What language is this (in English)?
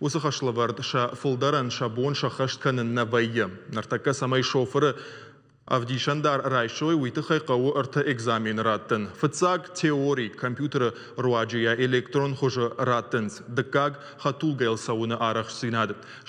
Ossetic